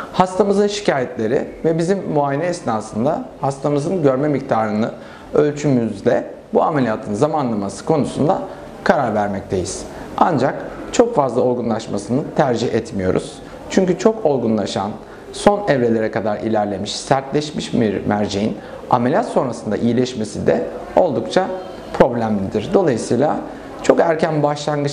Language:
Turkish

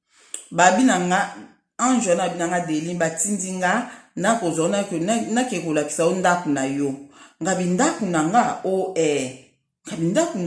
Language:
Lingala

